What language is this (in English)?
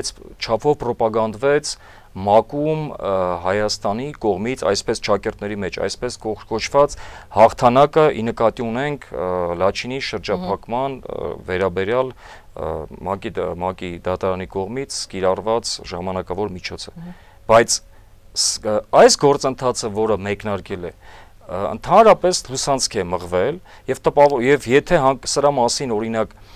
Armenian